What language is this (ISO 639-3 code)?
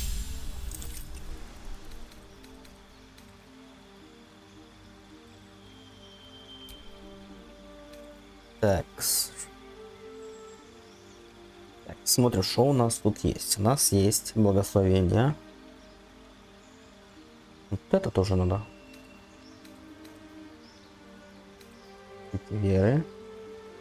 rus